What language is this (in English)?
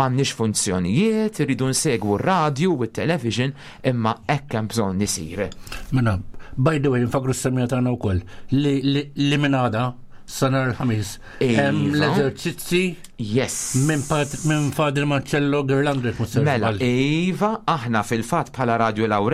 Maltese